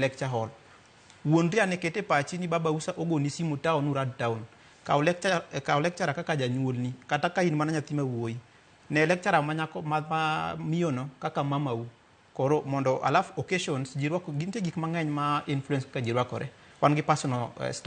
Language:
Luo (Kenya and Tanzania)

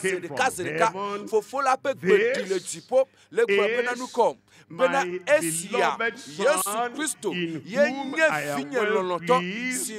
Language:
Ewe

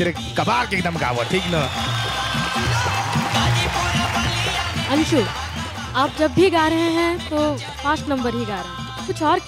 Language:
Bhojpuri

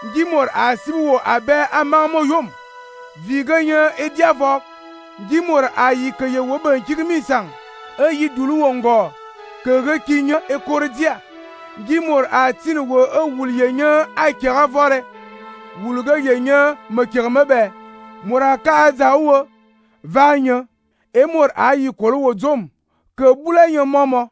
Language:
Fang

